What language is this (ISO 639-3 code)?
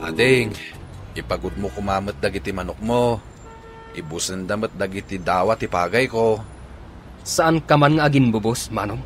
ilo